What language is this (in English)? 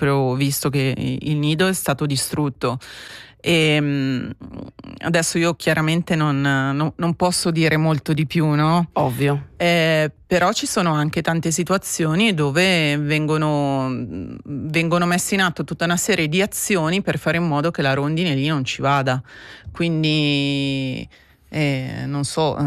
Italian